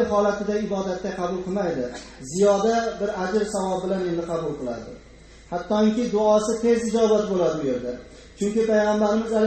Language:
Uzbek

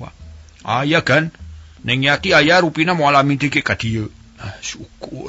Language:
Sundanese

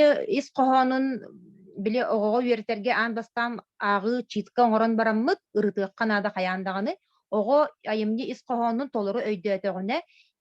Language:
Yakut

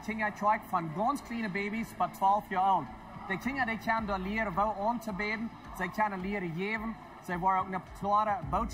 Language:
Plautdietsch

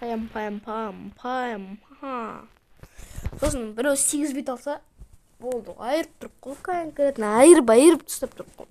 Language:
Kazakh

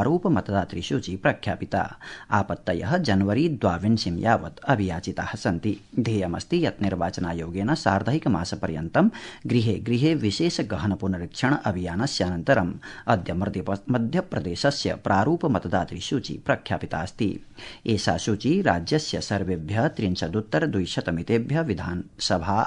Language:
Sanskrit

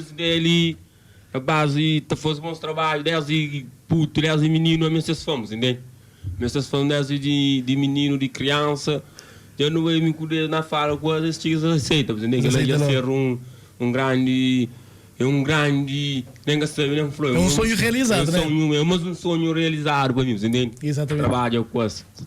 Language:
Kabuverdianu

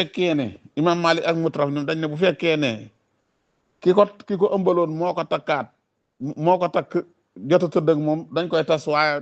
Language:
Wolof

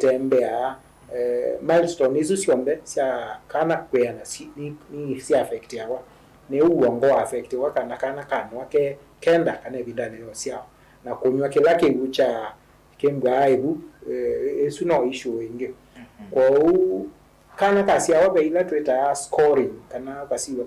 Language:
Kamba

